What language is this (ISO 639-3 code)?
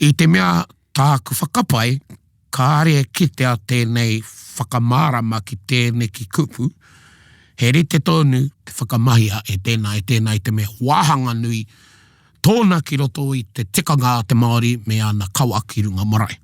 mri